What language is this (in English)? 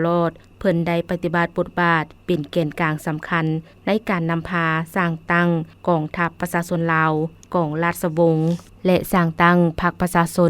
Lao